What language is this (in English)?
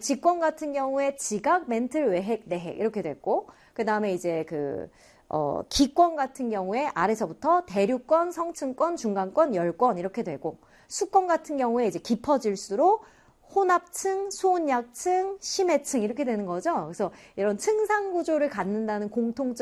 Korean